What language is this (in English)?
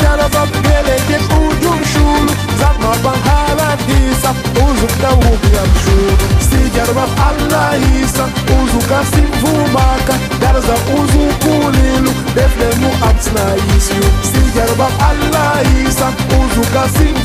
Tabassaran